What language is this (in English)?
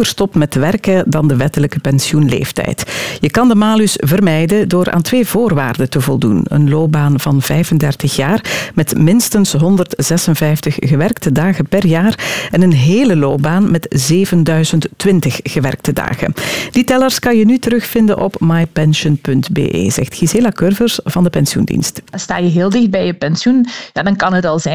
Dutch